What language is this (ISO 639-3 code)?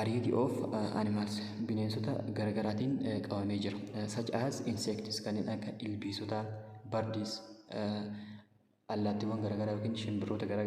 orm